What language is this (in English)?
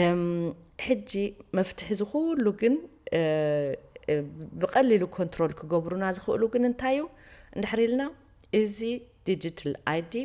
Tigrinya